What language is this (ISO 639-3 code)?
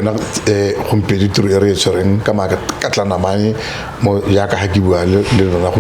tsn